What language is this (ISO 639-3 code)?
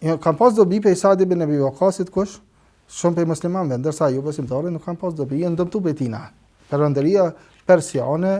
sqi